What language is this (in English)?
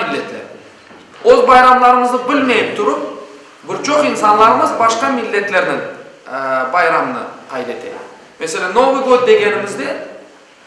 Crimean Tatar